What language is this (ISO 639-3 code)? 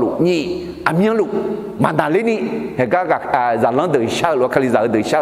ahk